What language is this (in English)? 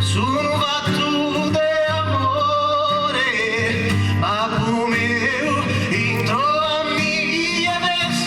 Sardinian